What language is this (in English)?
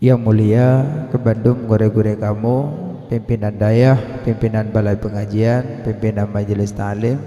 Achinese